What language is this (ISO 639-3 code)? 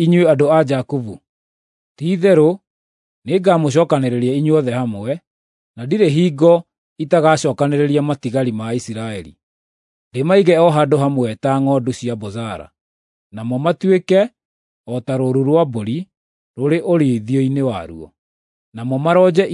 kik